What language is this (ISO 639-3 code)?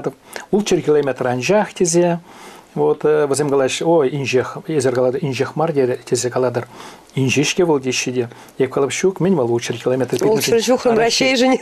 chv